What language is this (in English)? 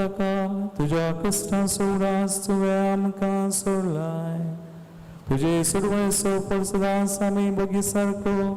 Konkani